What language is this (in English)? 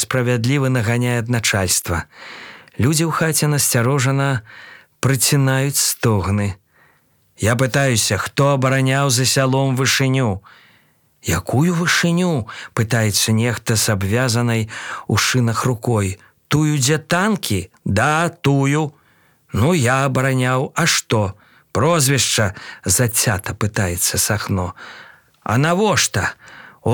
Belarusian